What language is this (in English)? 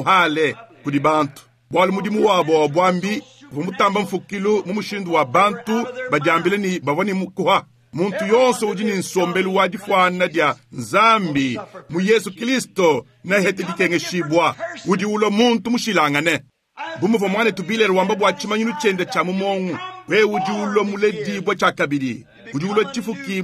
Luba-Lulua